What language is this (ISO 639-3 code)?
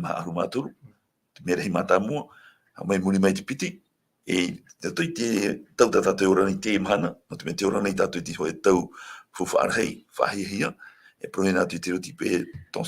tah